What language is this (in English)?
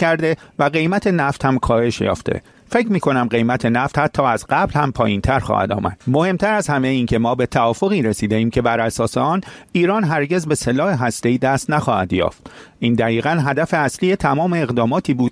Persian